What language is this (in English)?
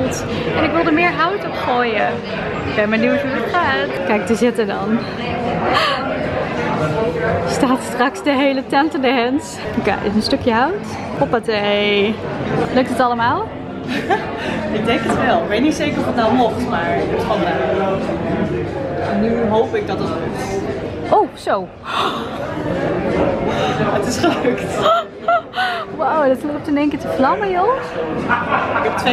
Dutch